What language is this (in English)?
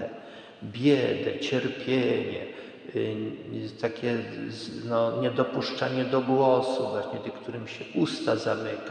Polish